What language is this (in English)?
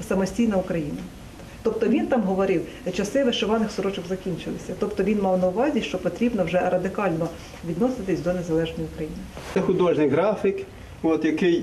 Ukrainian